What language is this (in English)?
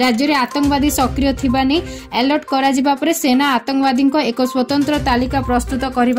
Odia